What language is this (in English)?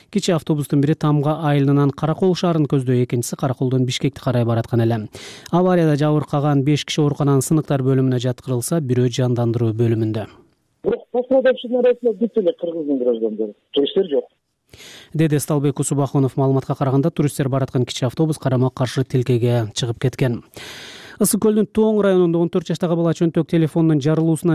Kyrgyz